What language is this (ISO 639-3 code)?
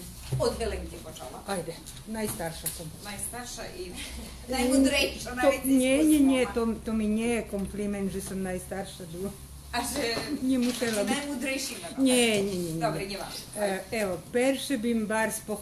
rue